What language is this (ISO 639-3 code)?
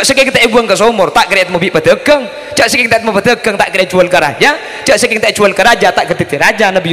mad